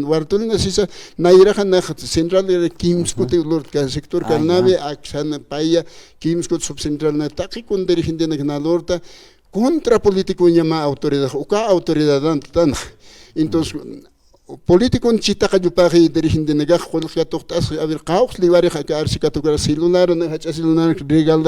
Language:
Aymara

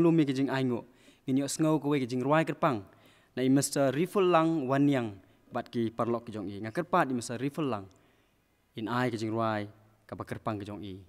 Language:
Khasi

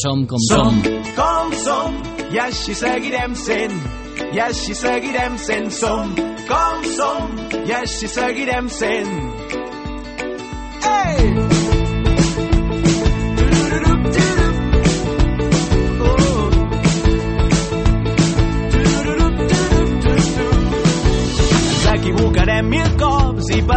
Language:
Catalan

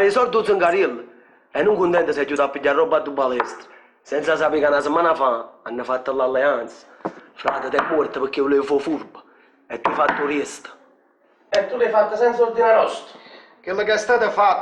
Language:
Neapolitan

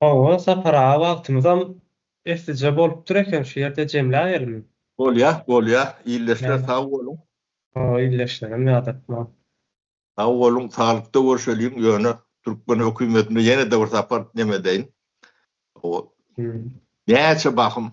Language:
Turkmen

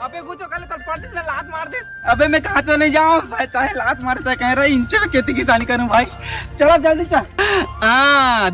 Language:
Chhattisgarhi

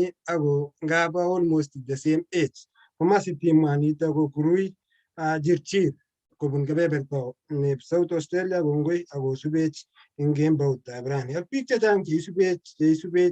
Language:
Kalenjin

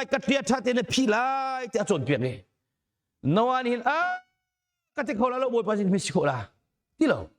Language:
Hakha Chin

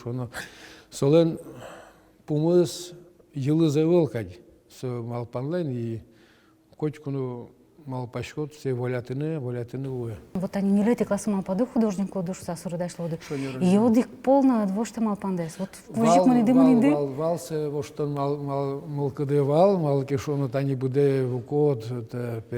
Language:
Udmurt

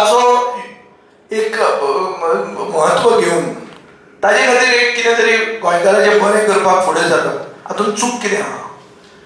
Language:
Konkani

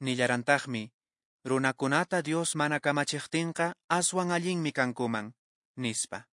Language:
Quechua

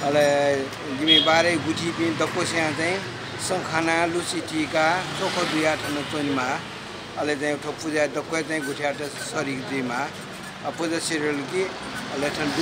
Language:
Newari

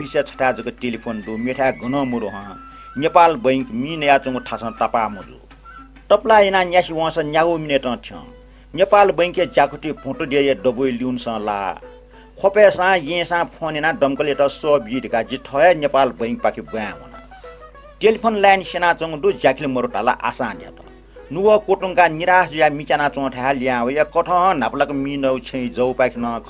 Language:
Newari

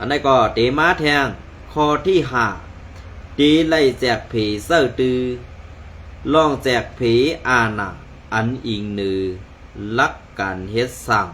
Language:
Shan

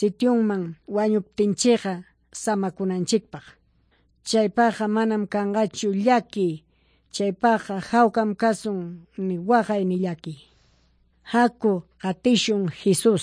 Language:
Quechua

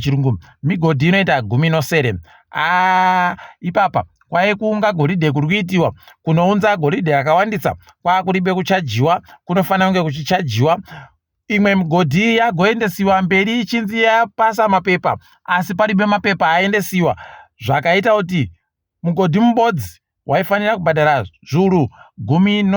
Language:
Ndau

